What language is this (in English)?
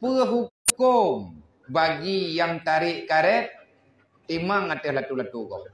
Achinese